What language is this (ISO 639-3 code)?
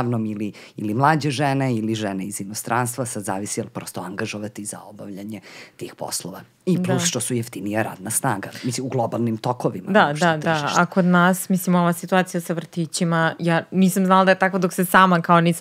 srp